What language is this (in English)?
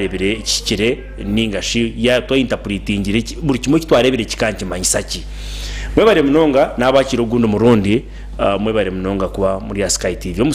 Nyankole